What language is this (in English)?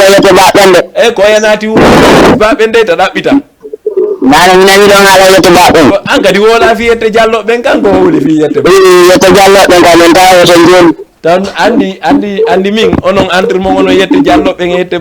Fula